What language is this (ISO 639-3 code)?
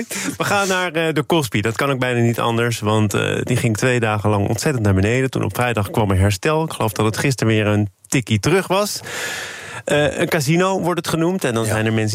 nld